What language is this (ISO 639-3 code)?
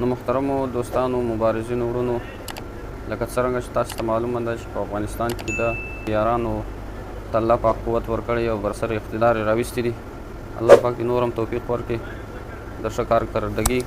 pus